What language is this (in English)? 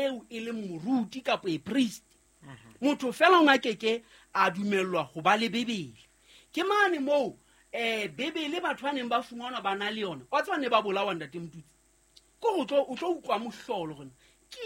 Southern Sotho